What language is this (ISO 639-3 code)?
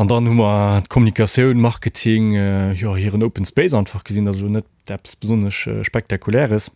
ltz